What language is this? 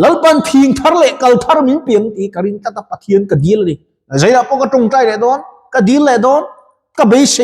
Mizo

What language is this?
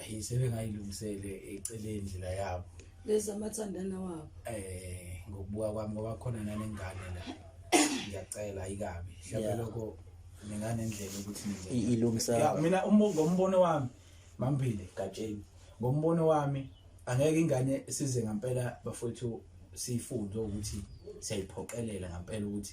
Zulu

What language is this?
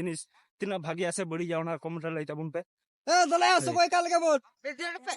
Santali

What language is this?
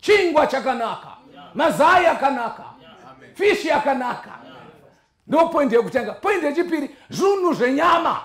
Shona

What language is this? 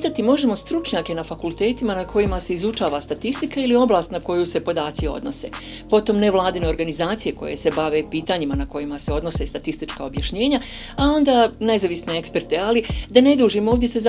Bosnian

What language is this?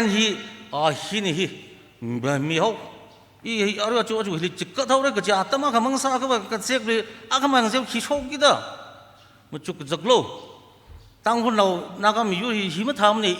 Tangkhul Naga (India)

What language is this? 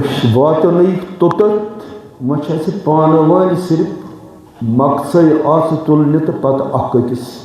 Kashmiri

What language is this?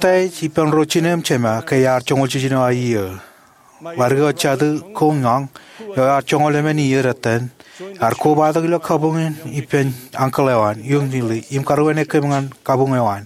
Marshallese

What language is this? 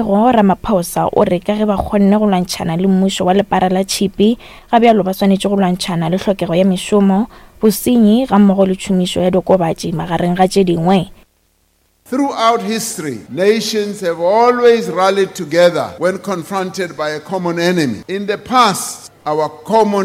Northern Sotho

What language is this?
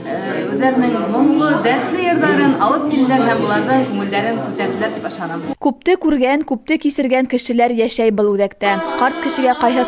Bashkir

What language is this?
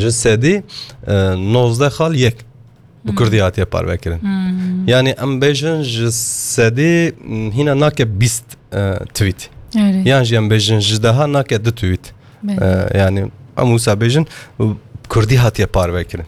Kurdish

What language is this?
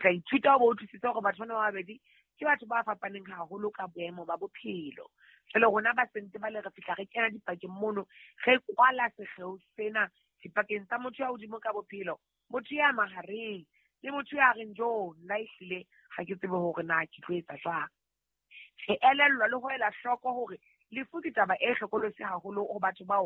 Southern Sotho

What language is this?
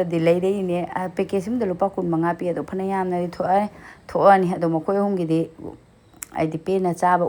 Manipuri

